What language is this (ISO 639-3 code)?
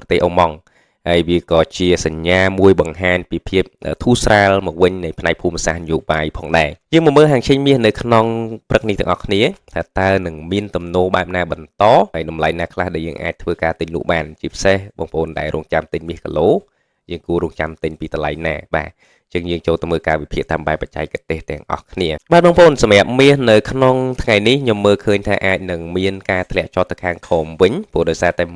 khm